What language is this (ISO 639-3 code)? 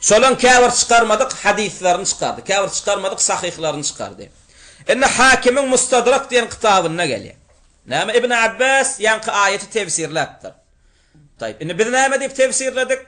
tuk